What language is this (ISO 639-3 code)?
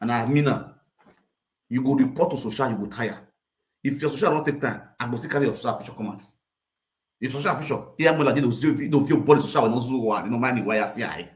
pcm